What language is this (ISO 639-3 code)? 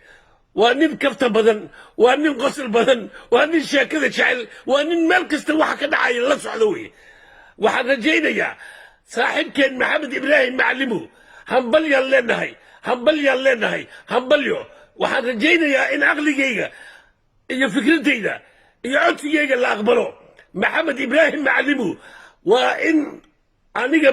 som